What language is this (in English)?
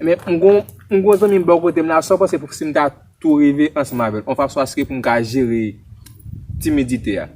Haitian Creole